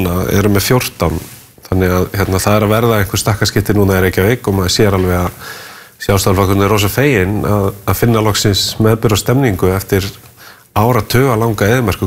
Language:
Icelandic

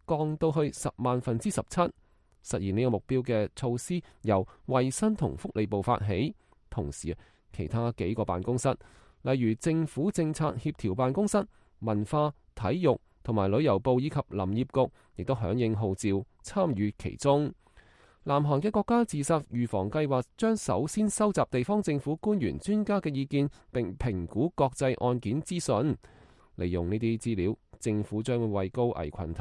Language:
Cantonese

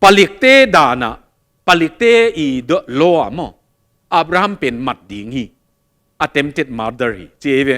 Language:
Tedim Chin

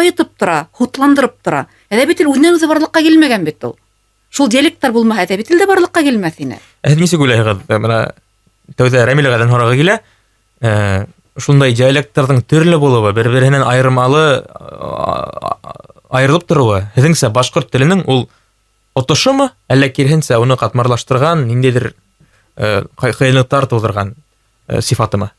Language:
Bashkir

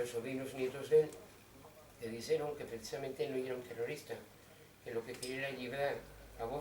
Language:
Asturian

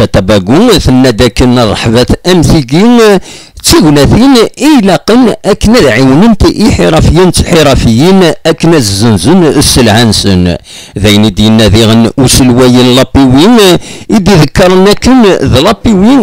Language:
Kabyle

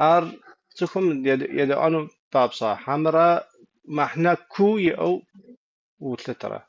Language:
Kabardian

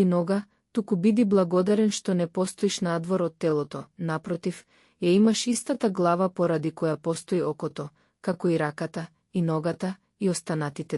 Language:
Macedonian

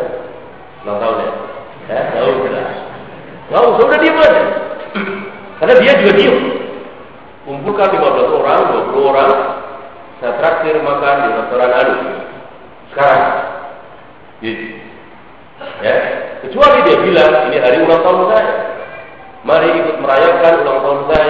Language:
Indonesian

